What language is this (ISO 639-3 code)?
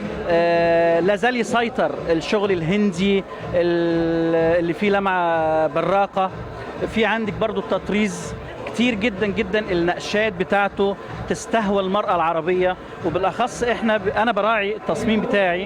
arz